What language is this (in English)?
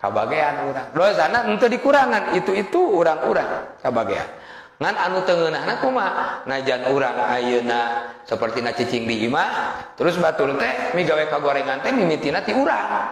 Sundanese